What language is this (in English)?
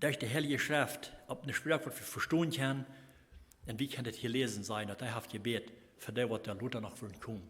Plautdietsch